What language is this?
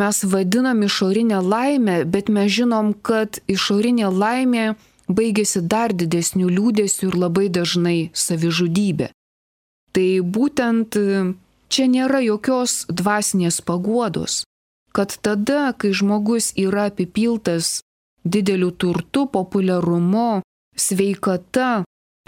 Lithuanian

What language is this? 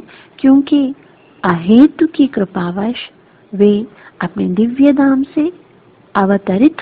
Hindi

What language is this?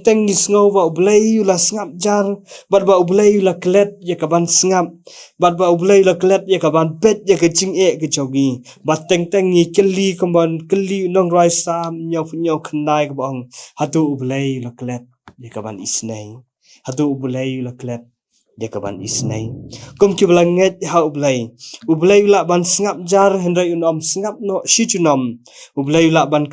Khasi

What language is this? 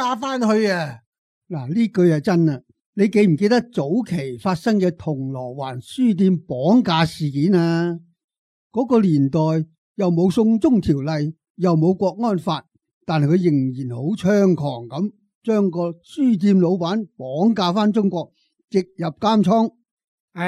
Cantonese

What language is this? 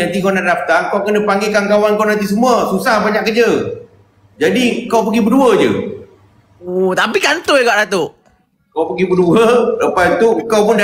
Malay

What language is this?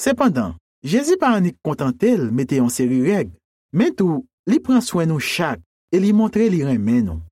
Haitian Creole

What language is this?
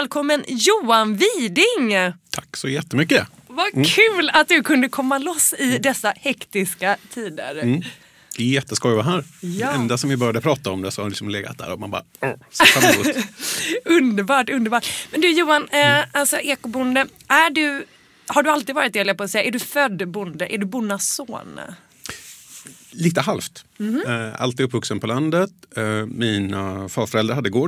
Swedish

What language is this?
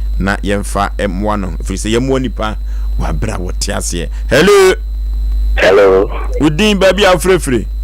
Akan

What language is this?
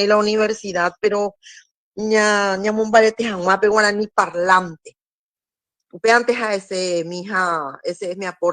Guarani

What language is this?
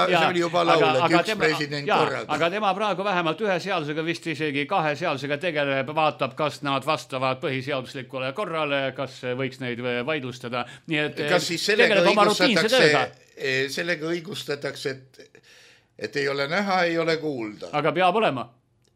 Estonian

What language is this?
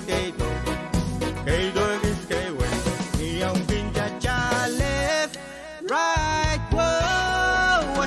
Pohnpeian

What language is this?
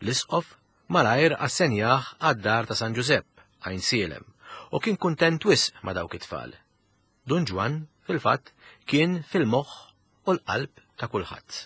Maltese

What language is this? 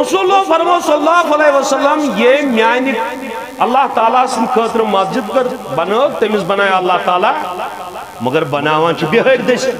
Kashmiri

